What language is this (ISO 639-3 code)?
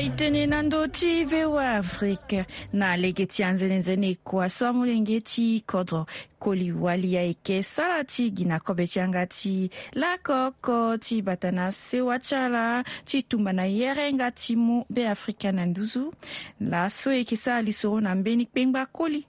sag